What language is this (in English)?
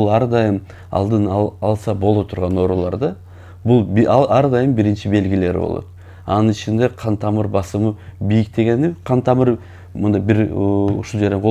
Kyrgyz